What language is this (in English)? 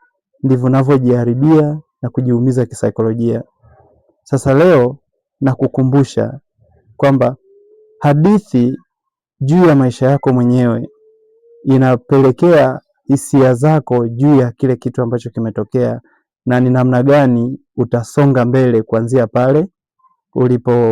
Swahili